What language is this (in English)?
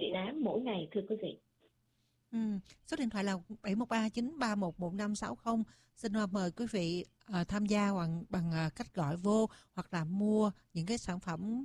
Vietnamese